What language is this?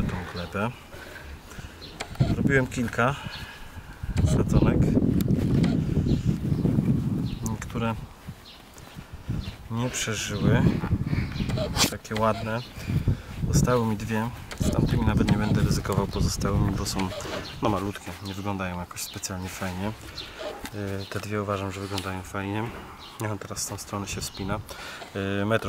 Polish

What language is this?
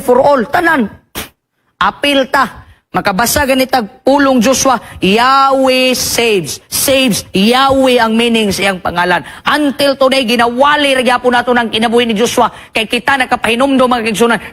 Cebuano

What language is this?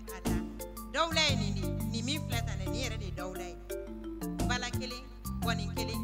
Bambara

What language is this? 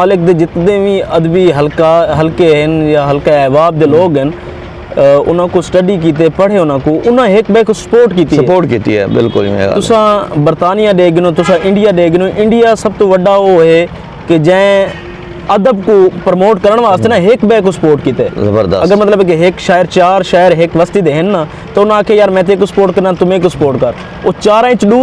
Saraiki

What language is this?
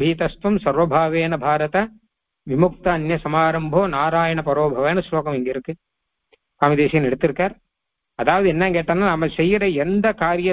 Tamil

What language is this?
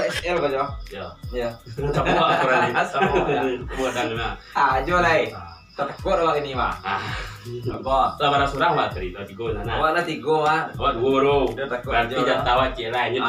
Minangkabau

